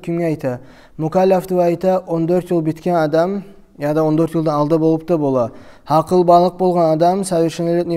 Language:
Kumyk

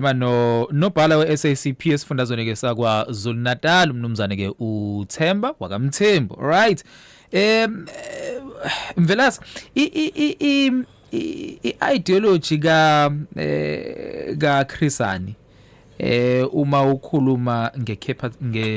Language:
Zulu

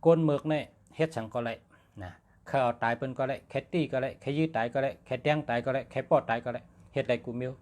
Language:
Shan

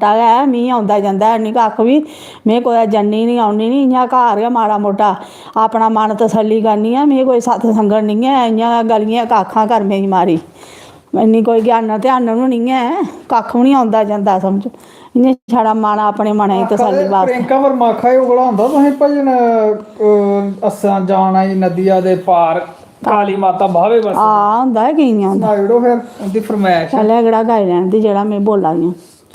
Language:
Dogri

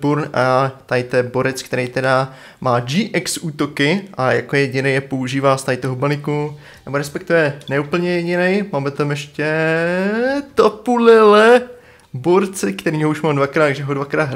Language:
Czech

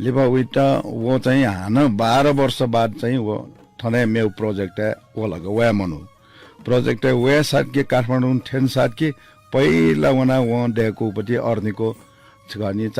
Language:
Newari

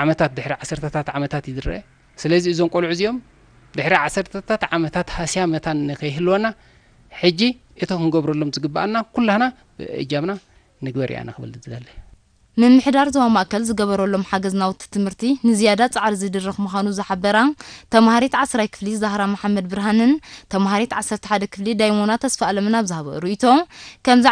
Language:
Tigrinya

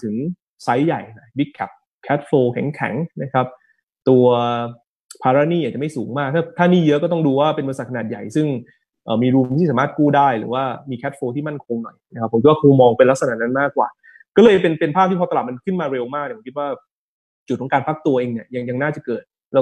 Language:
Thai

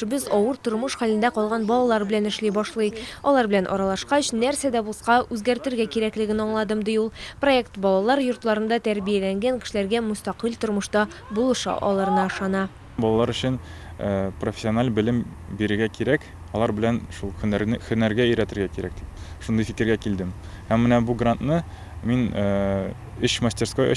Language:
Tatar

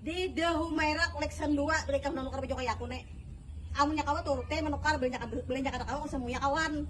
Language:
Banjar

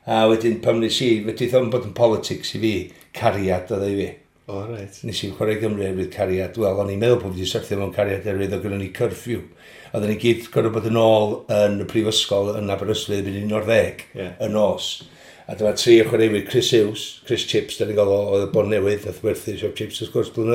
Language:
Welsh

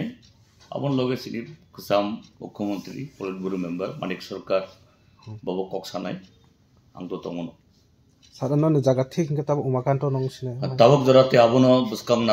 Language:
Kok Borok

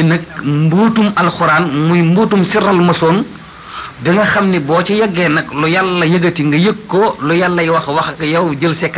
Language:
Wolof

